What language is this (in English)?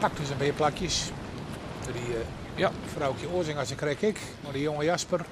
Western Frisian